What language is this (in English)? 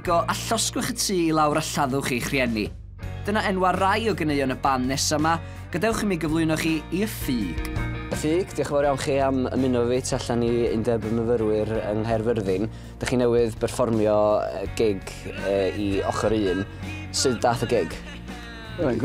Welsh